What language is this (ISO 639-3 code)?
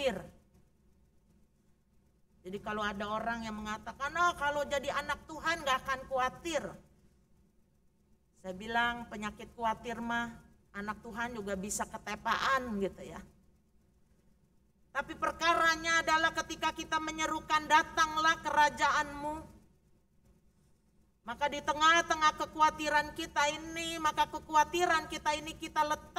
ind